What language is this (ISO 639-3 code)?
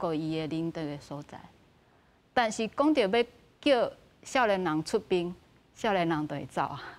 nan